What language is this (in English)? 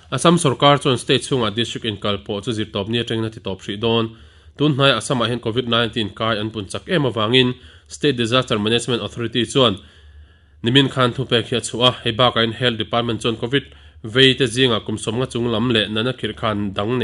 Mizo